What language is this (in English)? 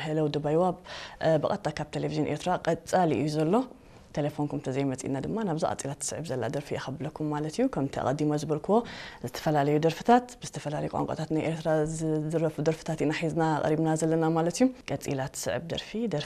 Tigrinya